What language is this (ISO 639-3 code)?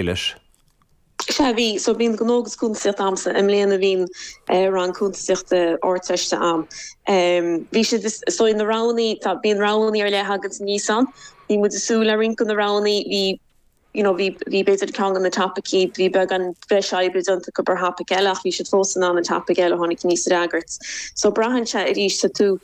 gle